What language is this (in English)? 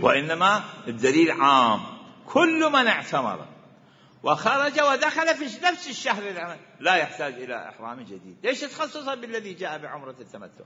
Mesopotamian Arabic